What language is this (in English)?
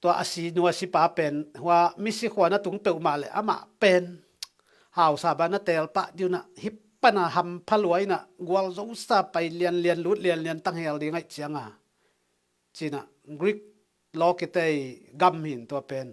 Tedim Chin